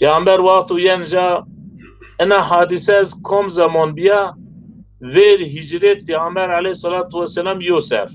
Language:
Zaza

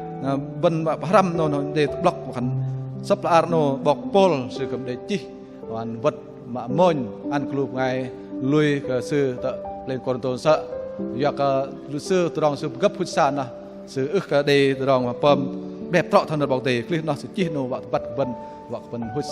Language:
Bahnar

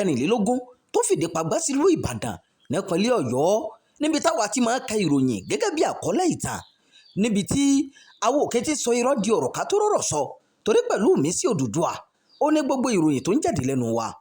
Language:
Yoruba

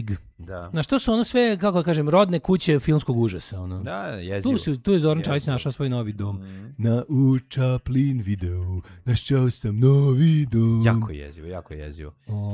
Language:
Serbian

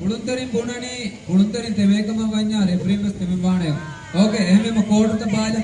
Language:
Divehi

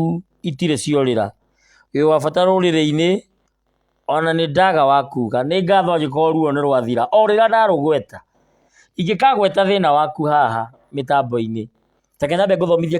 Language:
Kikuyu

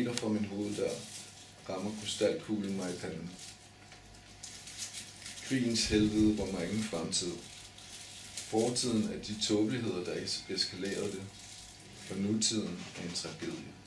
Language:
Danish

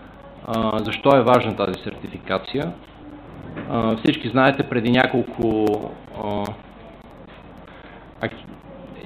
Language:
Bulgarian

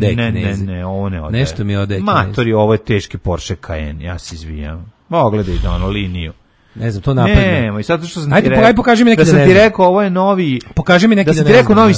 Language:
Serbian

